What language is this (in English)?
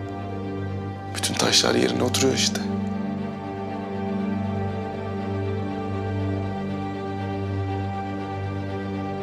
Turkish